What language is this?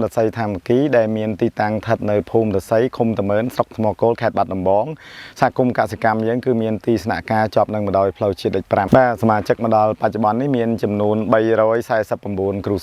Khmer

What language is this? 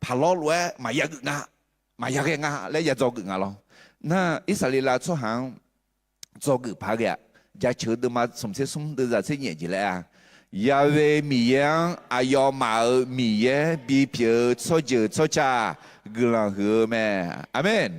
Akha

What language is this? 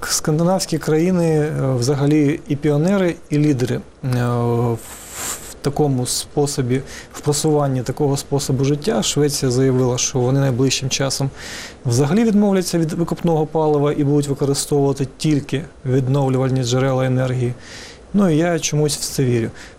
Ukrainian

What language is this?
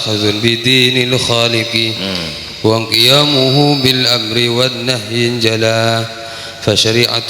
Madurese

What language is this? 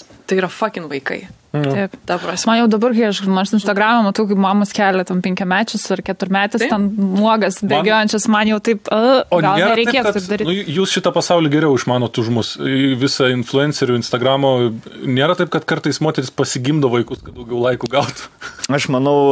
Lithuanian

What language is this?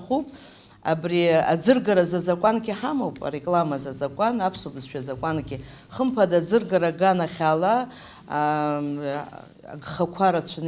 Abkhazian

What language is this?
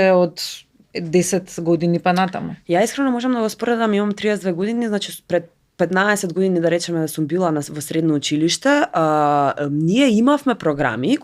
Macedonian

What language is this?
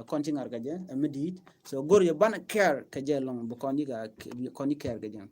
Nuer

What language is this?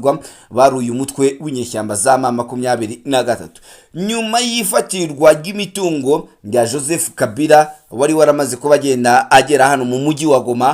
Kinyarwanda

